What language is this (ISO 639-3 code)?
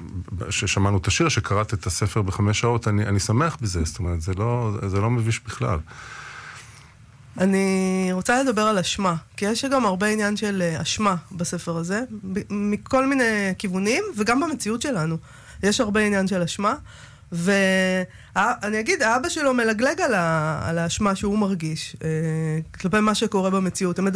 heb